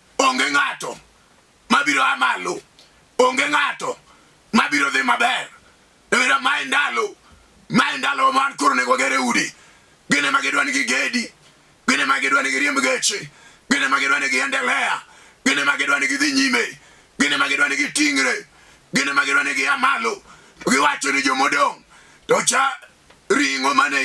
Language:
Luo (Kenya and Tanzania)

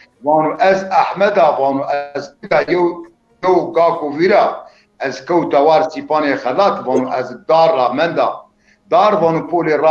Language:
Zaza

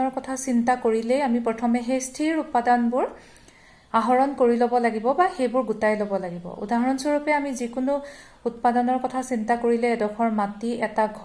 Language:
Assamese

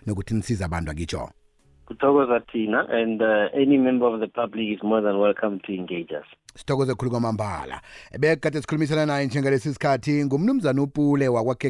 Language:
South Ndebele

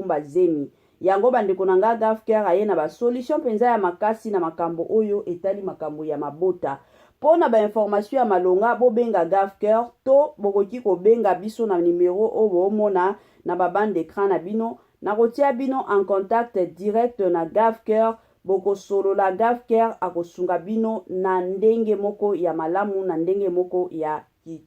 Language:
Lingala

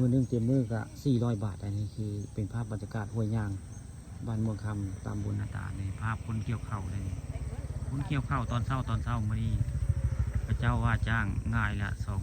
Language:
Northeastern Thai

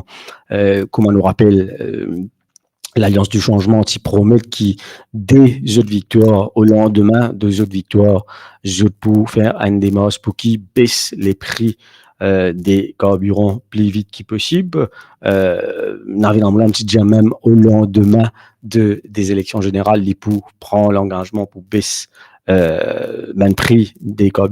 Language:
Morisyen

